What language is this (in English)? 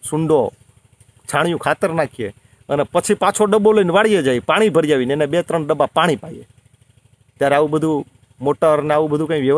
Gujarati